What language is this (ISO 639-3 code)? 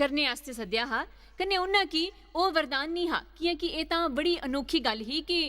doi